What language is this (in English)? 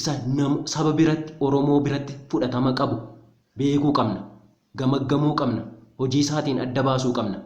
Oromo